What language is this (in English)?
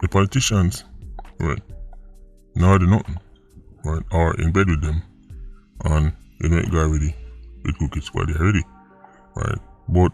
Jamaican Creole English